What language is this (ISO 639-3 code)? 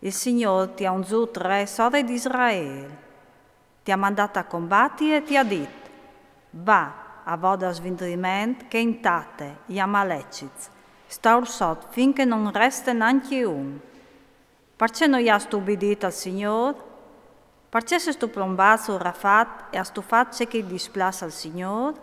fur